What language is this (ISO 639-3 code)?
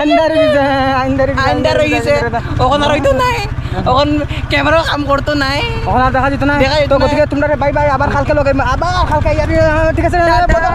syl